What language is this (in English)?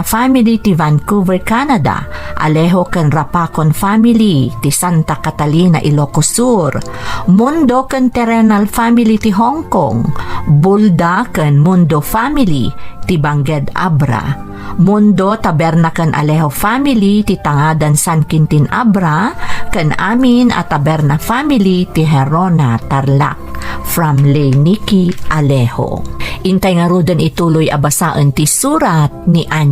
Iloko